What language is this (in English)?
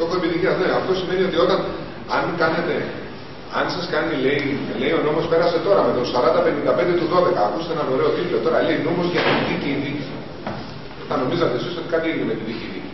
Greek